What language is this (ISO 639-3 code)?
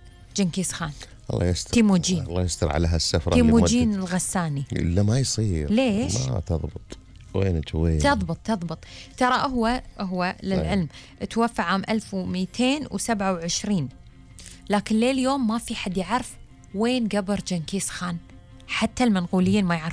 afb